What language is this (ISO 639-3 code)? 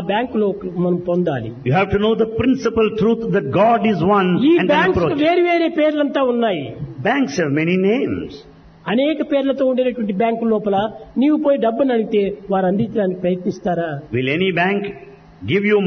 tel